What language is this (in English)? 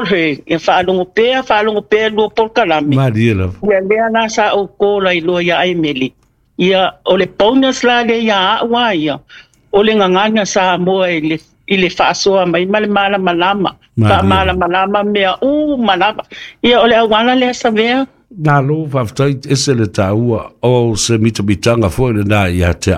Samoan